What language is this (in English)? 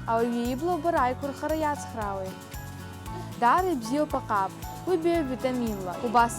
Abkhazian